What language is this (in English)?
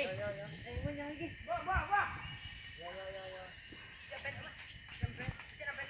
Minangkabau